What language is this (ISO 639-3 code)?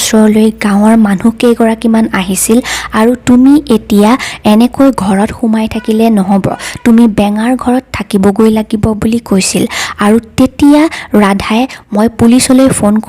asm